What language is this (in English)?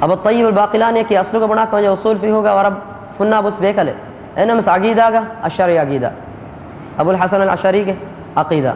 Divehi